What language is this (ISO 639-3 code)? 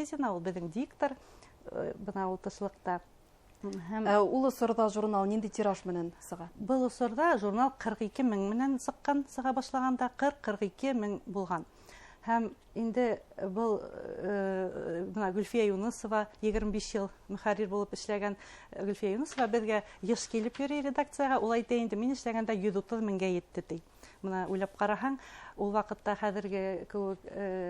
bak